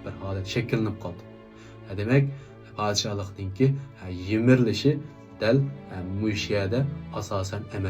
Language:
Uyghur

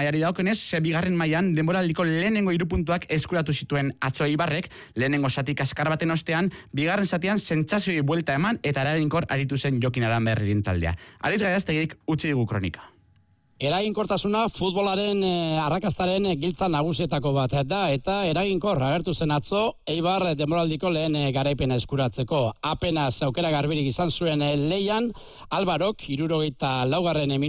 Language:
Basque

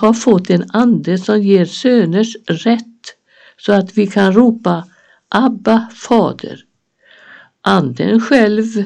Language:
Swedish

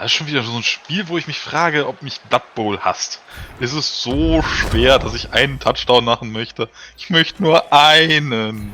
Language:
Swiss German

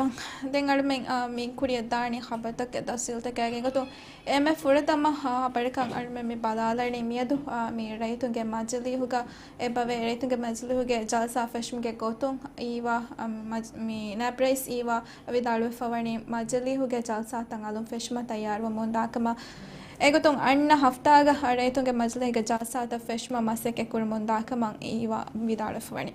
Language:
Divehi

